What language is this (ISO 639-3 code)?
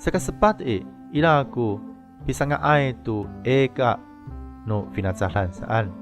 ami